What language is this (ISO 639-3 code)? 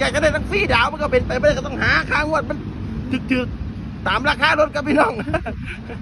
tha